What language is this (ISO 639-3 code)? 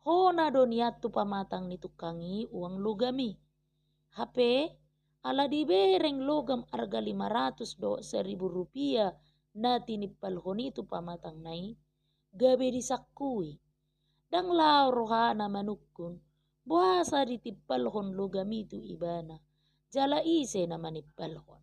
bbc